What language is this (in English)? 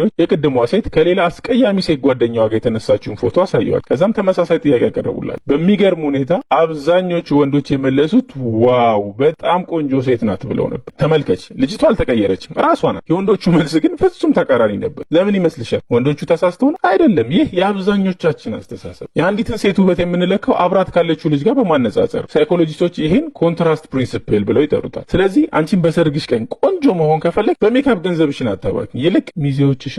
Amharic